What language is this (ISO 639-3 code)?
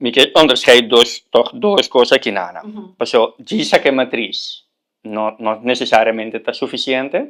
pap